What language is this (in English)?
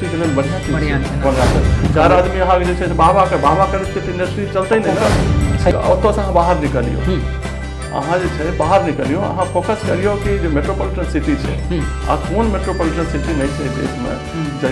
Maithili